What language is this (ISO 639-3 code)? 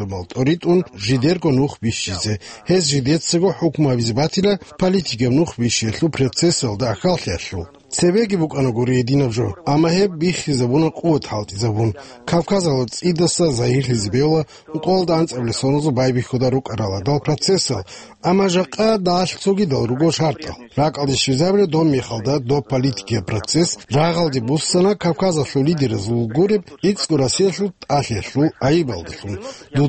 ava